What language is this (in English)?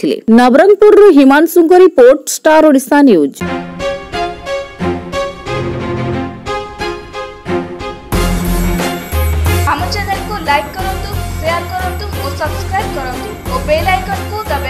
Odia